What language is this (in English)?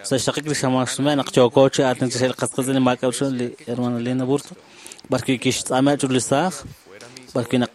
Kekchí